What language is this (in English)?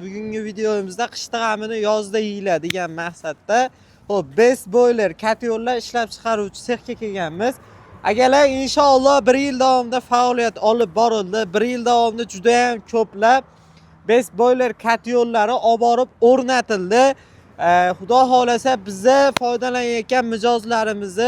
Uzbek